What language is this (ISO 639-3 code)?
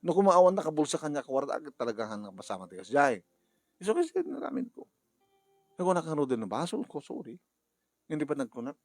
ilo